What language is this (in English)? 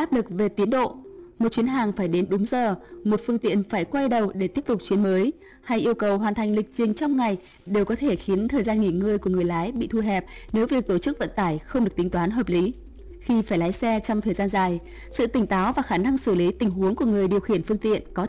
Vietnamese